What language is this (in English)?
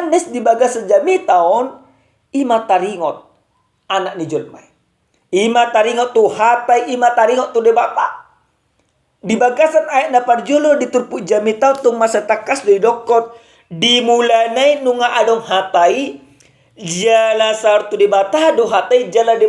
Batak Toba